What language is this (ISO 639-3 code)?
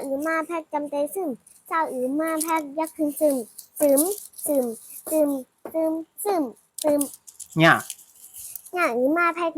shn